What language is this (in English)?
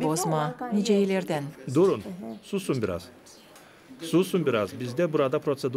Gagauz